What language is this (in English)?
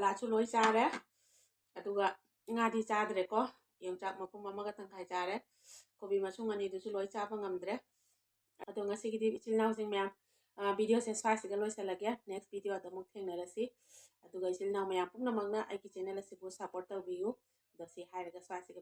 Manipuri